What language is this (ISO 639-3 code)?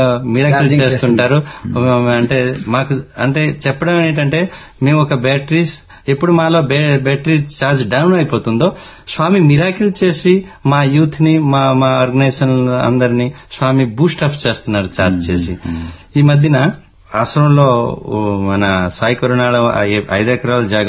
tel